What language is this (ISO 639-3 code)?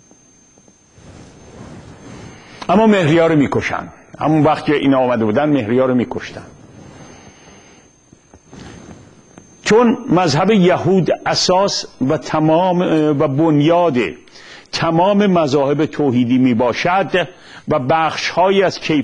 fas